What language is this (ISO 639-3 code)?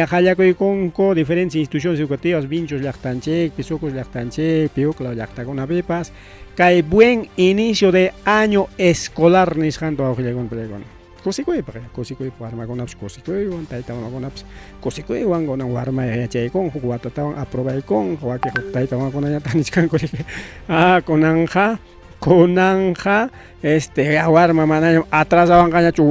quy